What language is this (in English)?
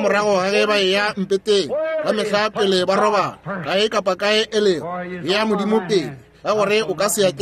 Northern Sotho